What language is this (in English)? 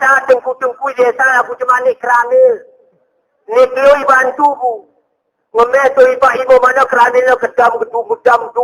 Gayo